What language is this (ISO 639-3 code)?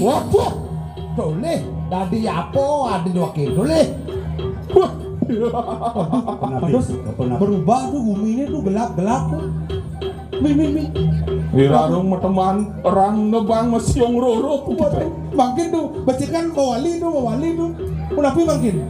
ban